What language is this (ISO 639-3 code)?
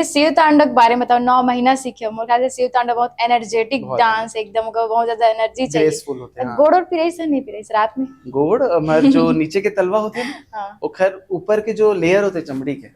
hne